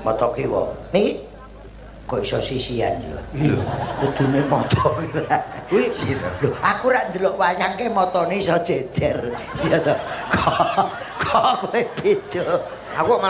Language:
Javanese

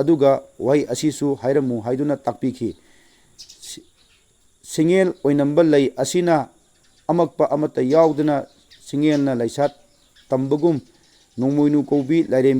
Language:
Manipuri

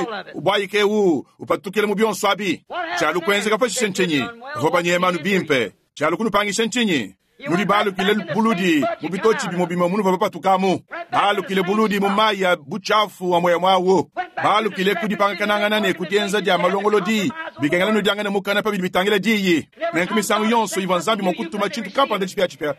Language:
Luba-Lulua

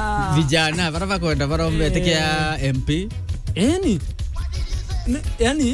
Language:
Swahili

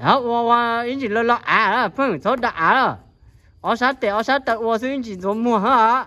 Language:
Hmong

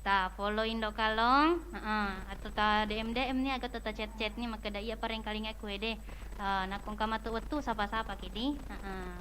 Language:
Buginese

